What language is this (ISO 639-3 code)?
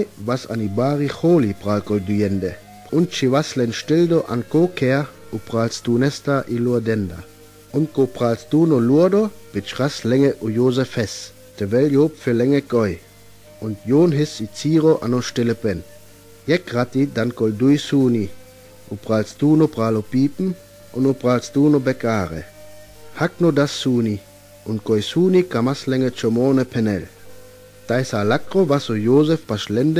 rmo